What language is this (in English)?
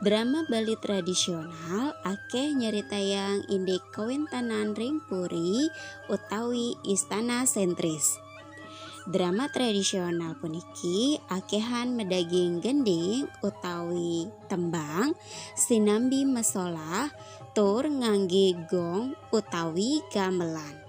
Balinese